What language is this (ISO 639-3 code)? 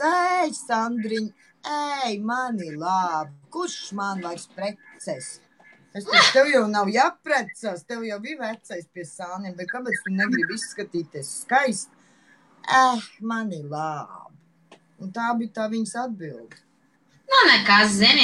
lav